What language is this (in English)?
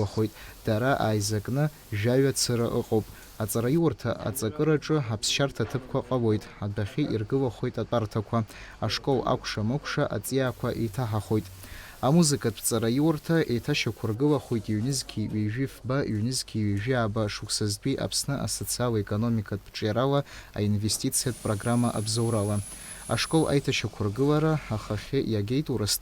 Abkhazian